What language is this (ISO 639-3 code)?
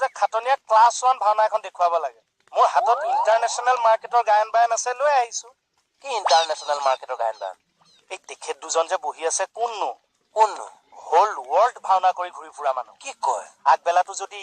asm